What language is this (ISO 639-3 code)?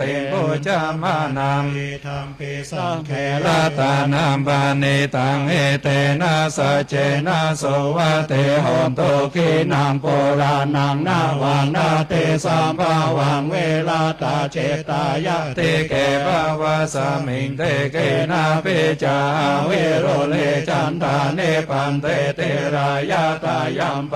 pli